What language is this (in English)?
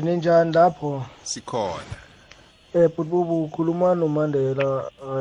South Ndebele